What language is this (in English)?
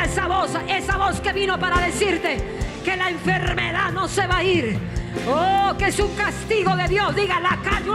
Spanish